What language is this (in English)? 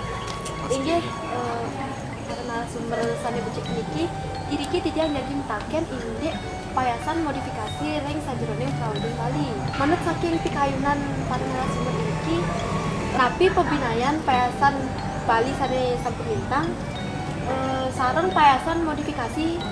Balinese